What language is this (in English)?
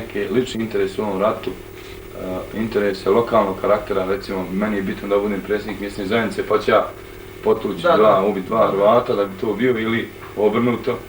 Bosnian